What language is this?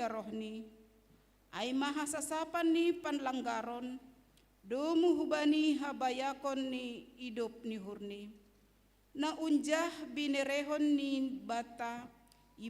Batak Simalungun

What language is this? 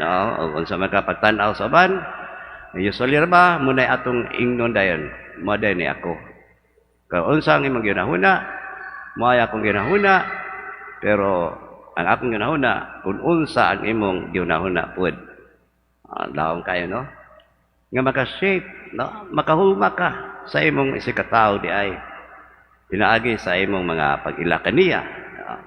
Cebuano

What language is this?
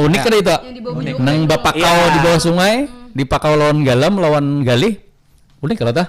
Banjar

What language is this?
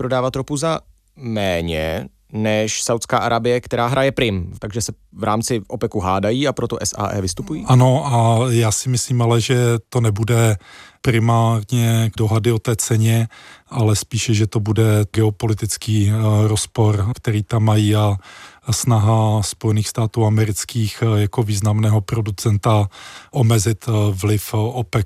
Czech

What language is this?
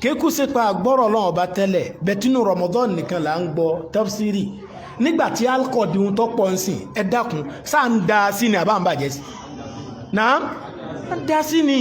Yoruba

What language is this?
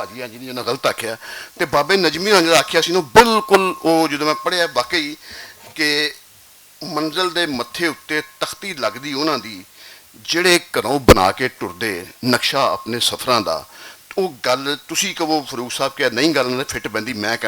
Western Panjabi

